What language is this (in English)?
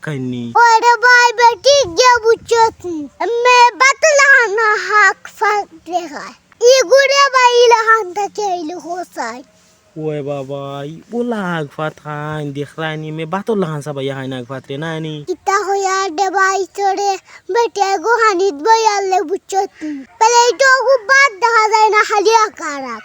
Sylheti